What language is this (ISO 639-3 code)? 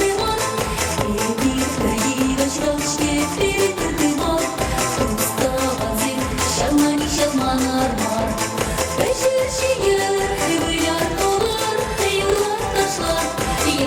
chv